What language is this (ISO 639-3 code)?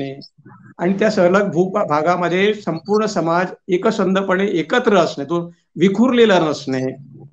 mar